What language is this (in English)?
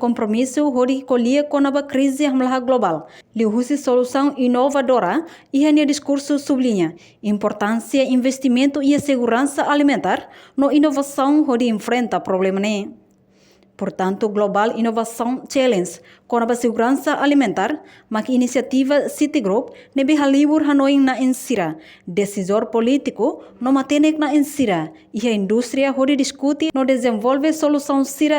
Tetum